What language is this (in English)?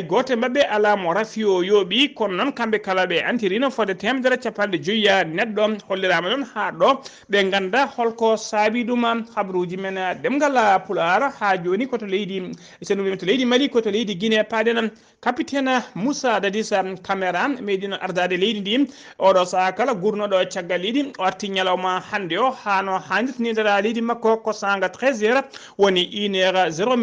Fula